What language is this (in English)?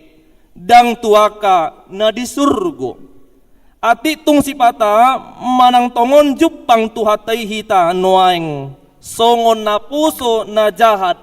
Batak Toba